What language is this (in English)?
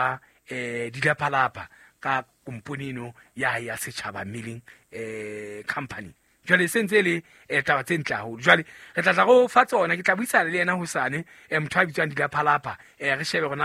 Southern Sotho